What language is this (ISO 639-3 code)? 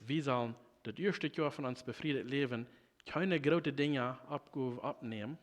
pdt